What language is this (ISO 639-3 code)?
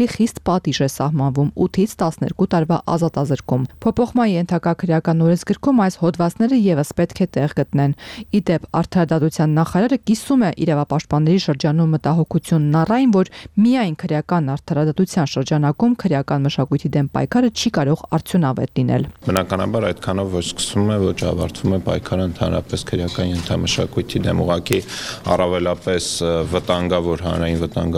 hye